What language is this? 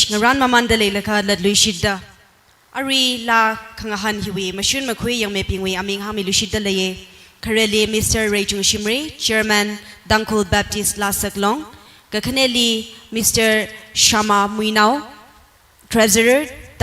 Tangkhul Naga (India)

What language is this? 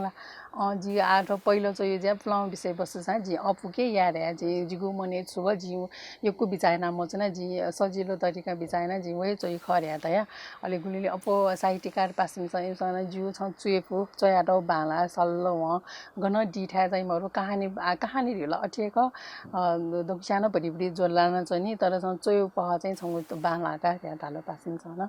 Newari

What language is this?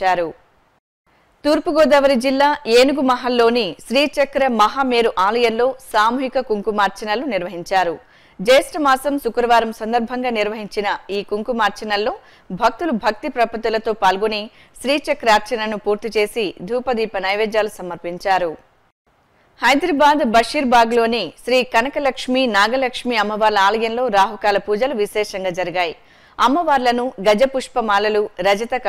Telugu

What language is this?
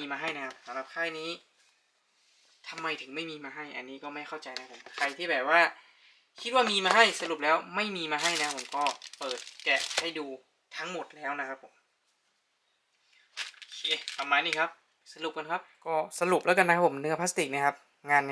Thai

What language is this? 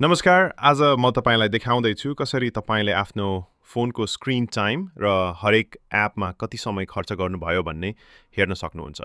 Nepali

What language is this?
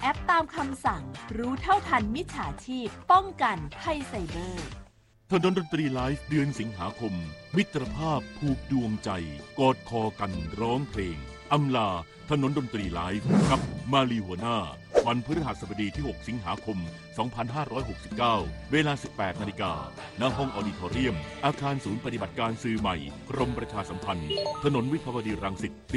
Thai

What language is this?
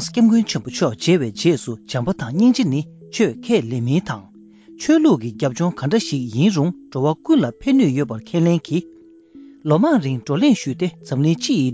Tibetan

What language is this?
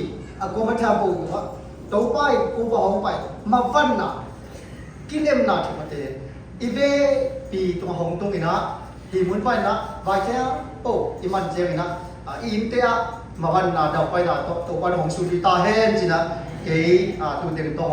Siyin Chin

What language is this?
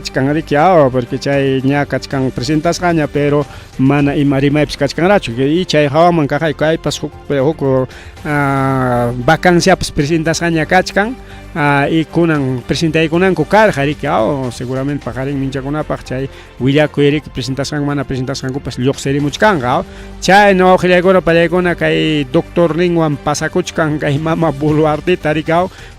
Ayacucho Quechua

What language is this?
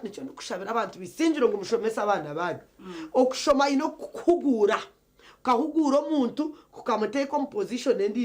Nyankole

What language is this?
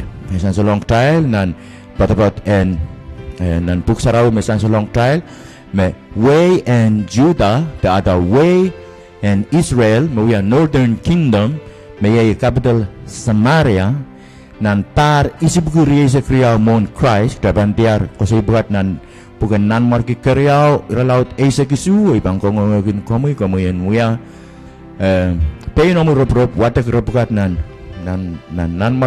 Pohnpeian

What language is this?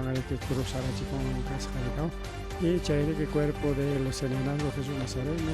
Ayacucho Quechua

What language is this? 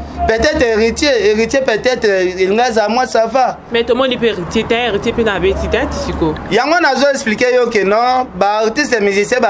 Lingala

